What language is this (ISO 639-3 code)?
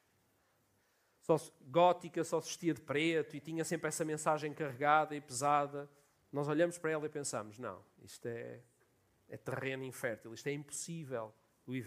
por